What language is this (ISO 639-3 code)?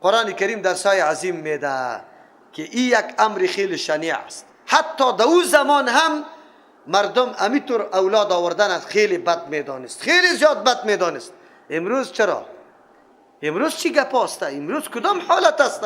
fas